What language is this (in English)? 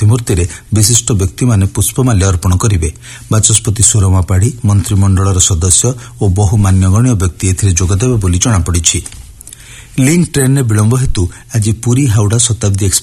Odia